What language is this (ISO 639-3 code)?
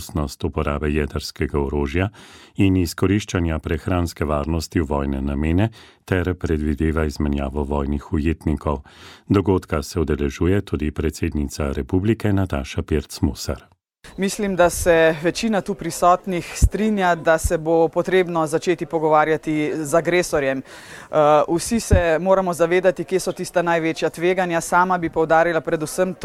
slv